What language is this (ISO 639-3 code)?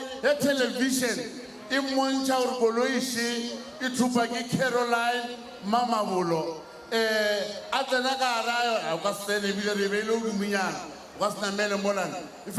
nso